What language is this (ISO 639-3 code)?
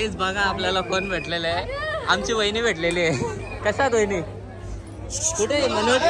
mar